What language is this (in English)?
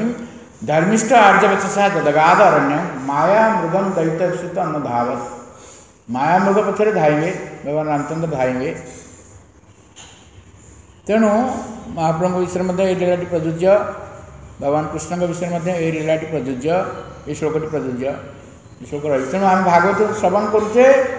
Odia